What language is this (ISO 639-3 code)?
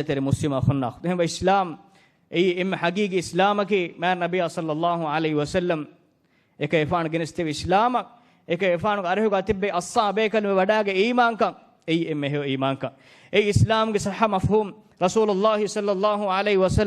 div